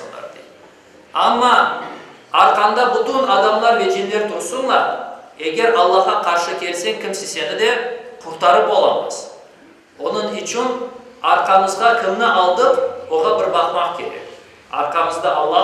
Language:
Crimean Tatar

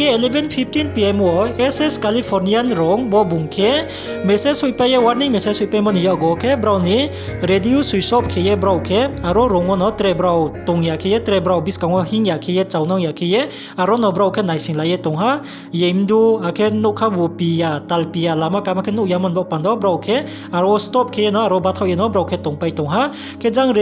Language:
Riang (India)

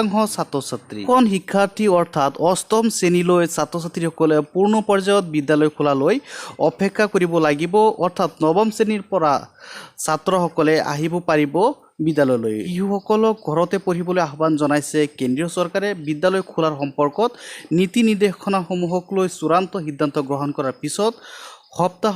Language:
Assamese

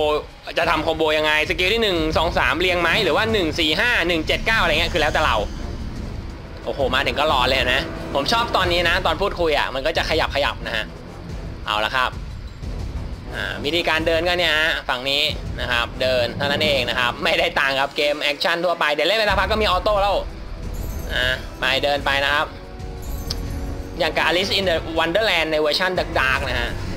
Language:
Thai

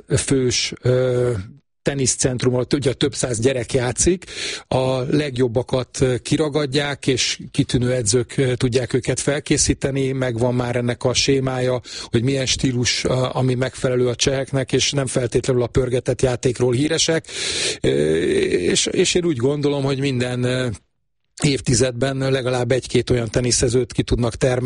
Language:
Hungarian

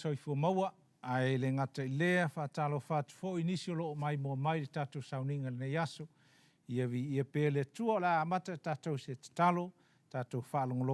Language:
Samoan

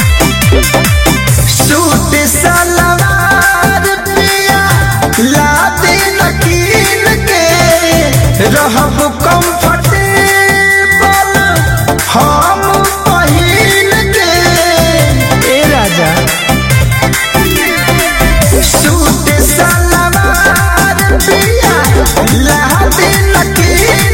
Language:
Bhojpuri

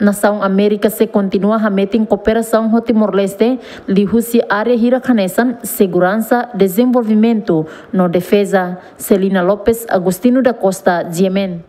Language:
Tetum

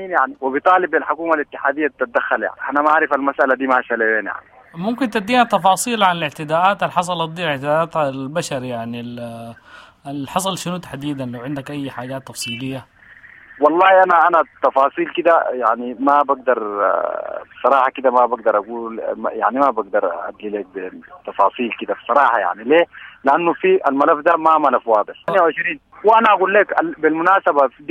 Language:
Sudanese Arabic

